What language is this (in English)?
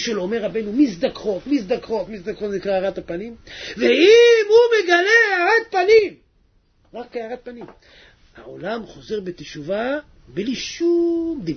Hebrew